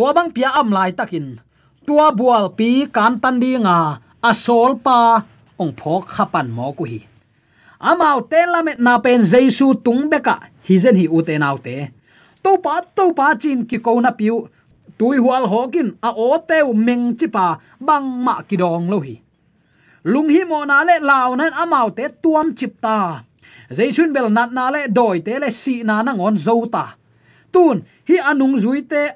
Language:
Tedim Chin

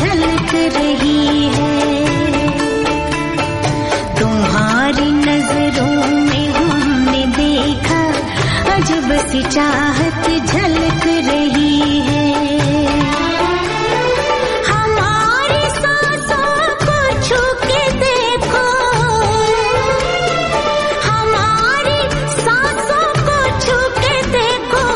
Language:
Punjabi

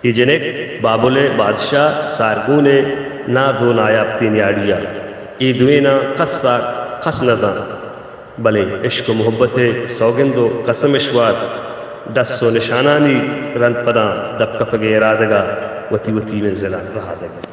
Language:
Baluchi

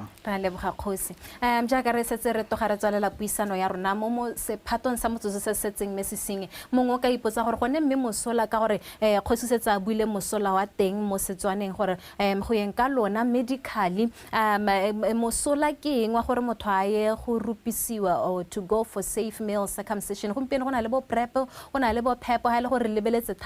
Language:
Tswana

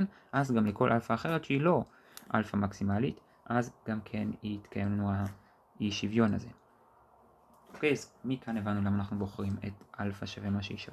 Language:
Hebrew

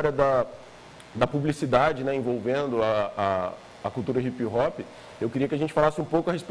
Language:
Portuguese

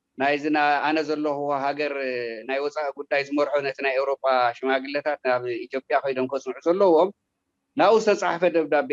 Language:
Tigrinya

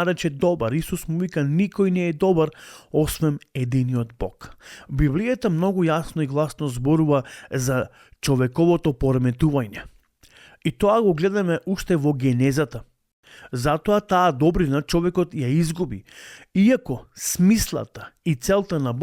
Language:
Macedonian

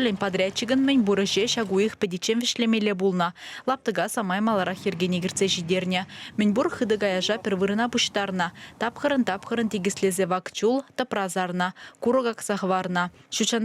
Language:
Chuvash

